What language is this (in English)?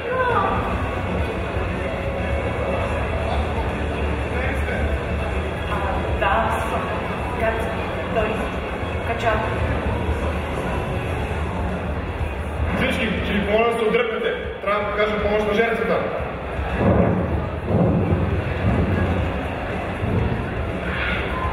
Bulgarian